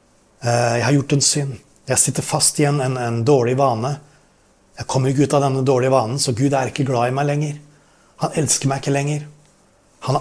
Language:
Norwegian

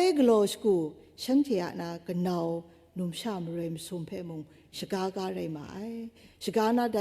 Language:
Kachin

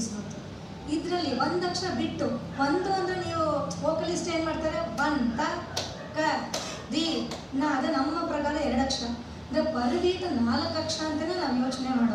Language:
Kannada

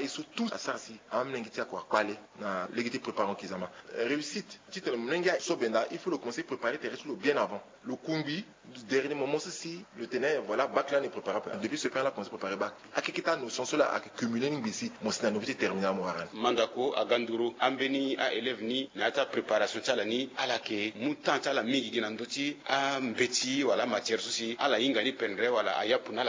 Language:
Sango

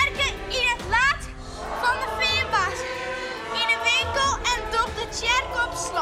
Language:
Western Frisian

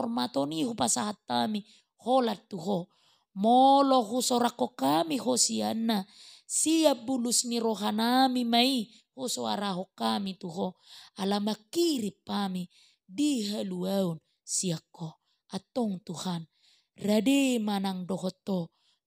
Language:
Batak Toba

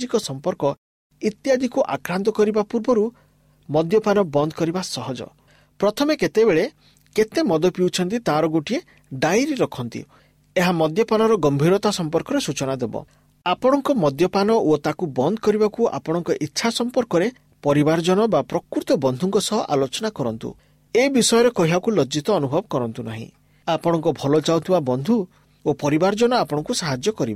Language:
Odia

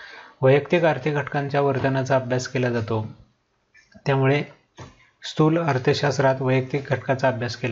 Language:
Marathi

